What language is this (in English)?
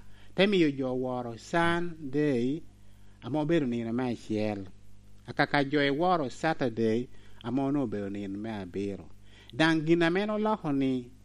Lango (Uganda)